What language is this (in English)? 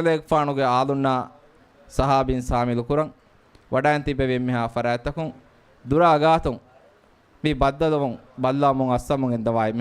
Divehi